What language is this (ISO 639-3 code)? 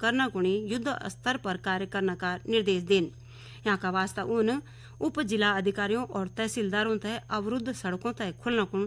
gbm